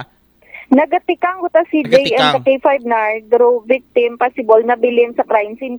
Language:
Aklanon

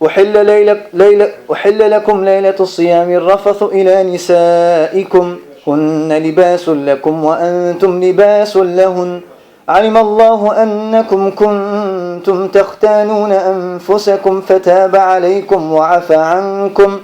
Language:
Balkan Romani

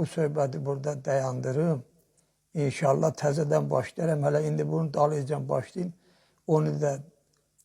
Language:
Azerbaijani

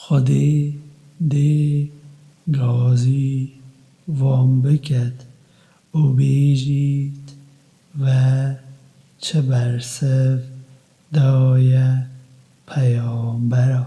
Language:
Kurdish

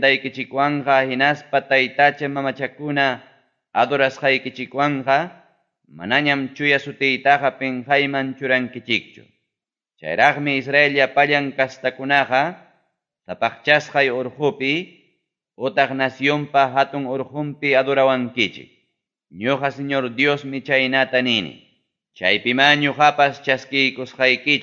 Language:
Ayacucho Quechua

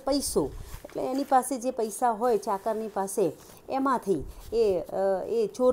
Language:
Gujarati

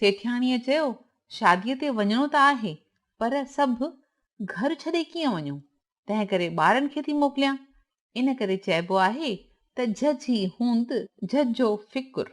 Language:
Sindhi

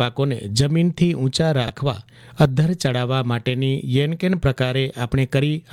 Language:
Gujarati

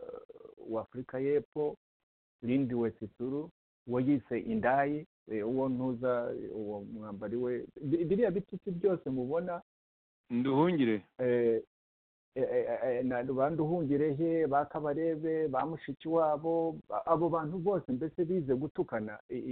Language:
Kinyarwanda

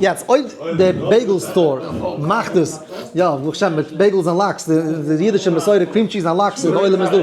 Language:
Yiddish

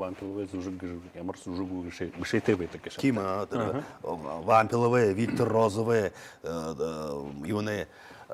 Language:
Buriat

